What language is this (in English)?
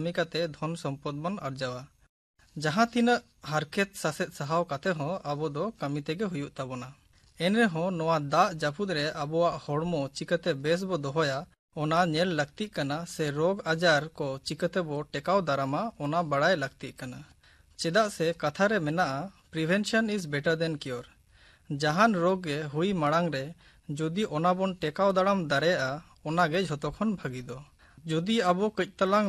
Santali